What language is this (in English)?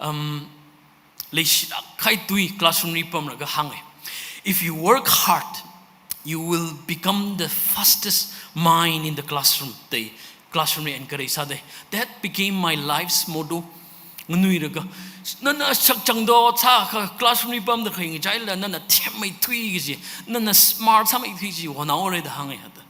Tangkhul Naga (India)